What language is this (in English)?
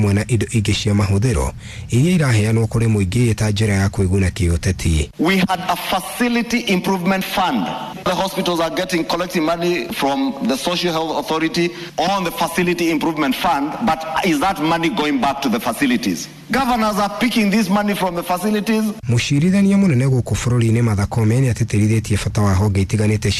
Kikuyu